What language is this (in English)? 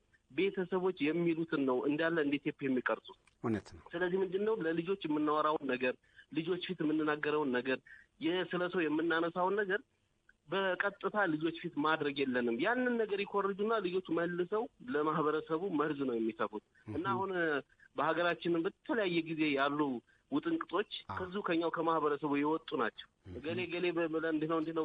Amharic